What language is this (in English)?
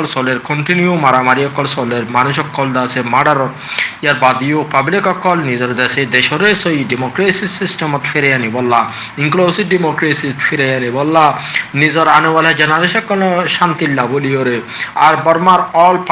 Rohingya